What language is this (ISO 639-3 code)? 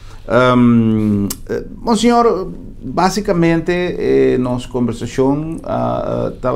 pap